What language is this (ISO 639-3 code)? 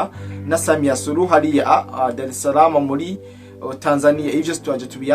run